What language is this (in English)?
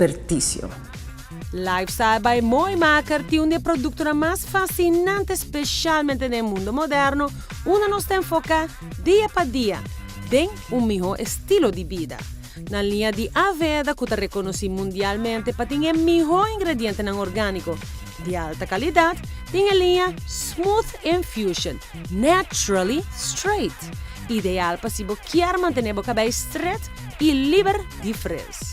Papiamento